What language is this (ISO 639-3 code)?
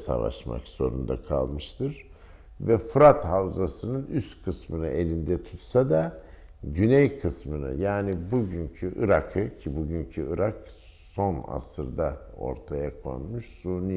tur